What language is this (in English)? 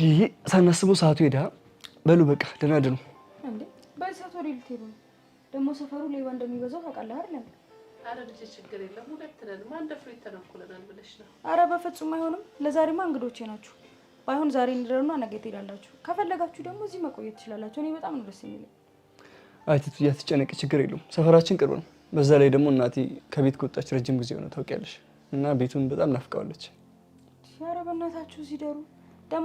Amharic